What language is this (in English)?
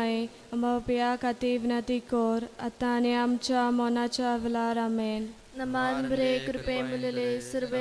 Konkani